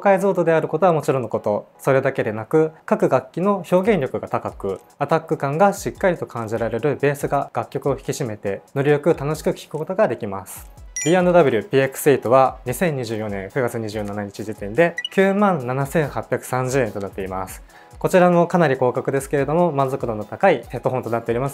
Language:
Japanese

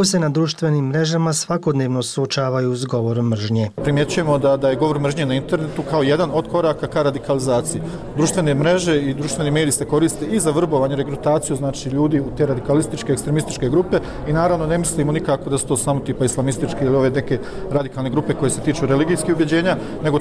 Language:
Bosnian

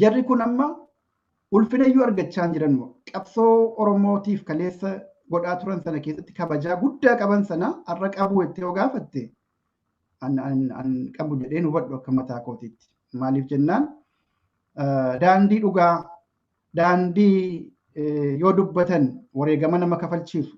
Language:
Oromo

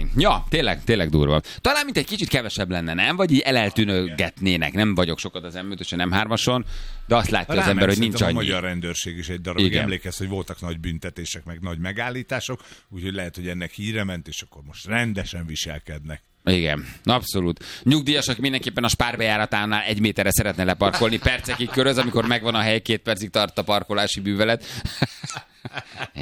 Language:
Hungarian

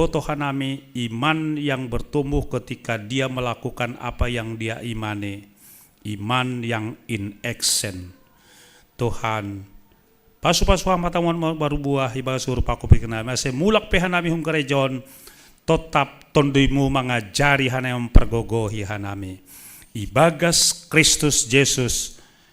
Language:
Batak Simalungun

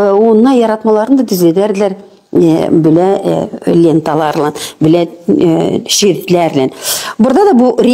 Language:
Gagauz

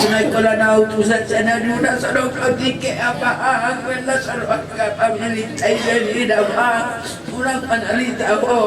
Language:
Batak Toba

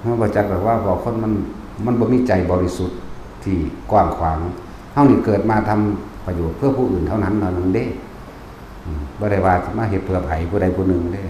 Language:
Northeastern Thai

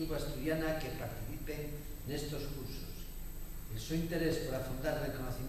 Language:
Asturian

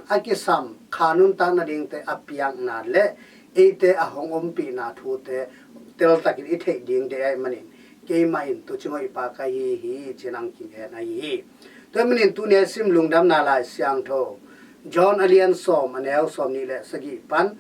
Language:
Tedim Chin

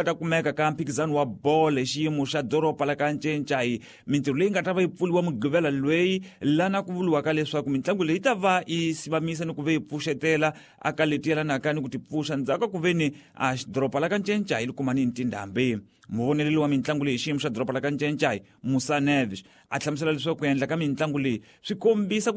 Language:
Tsonga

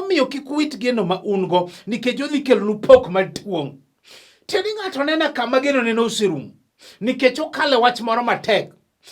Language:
Luo (Kenya and Tanzania)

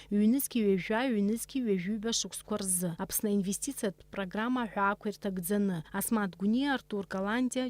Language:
Abkhazian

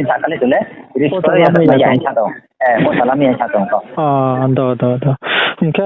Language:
Riang (India)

